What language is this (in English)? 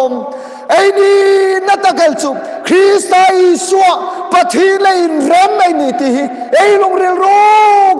Hmar